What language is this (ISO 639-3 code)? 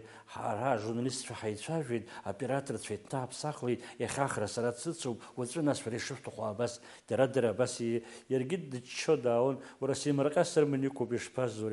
abk